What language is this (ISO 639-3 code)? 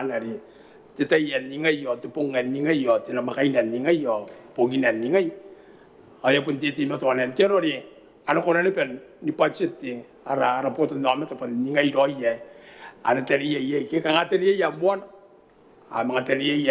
gil